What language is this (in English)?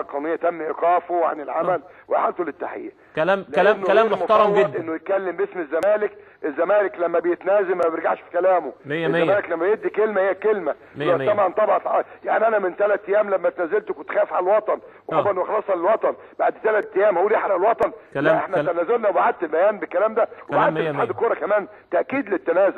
Egyptian Arabic